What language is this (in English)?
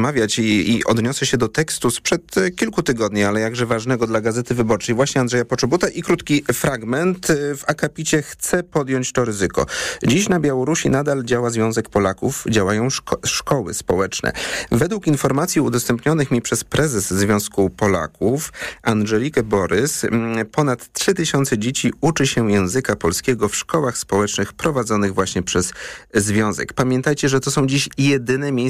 Polish